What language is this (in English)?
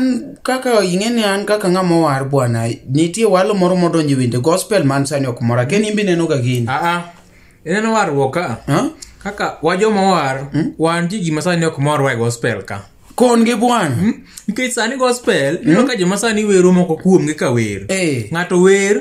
Luo (Kenya and Tanzania)